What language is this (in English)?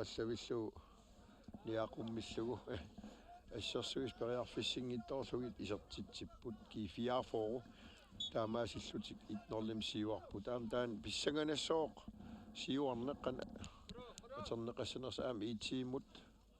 Kalaallisut